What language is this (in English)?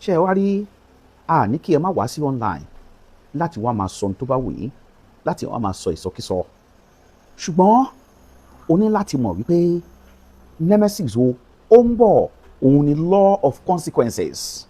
Yoruba